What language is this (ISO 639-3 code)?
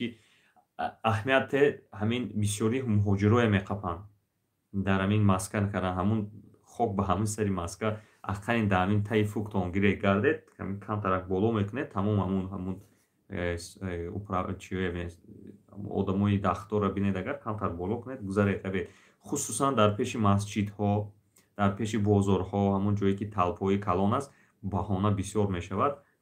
tgk